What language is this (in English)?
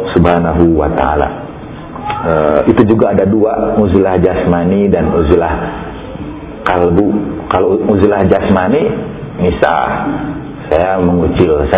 Indonesian